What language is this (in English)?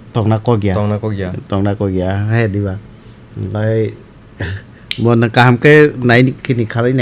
Kok Borok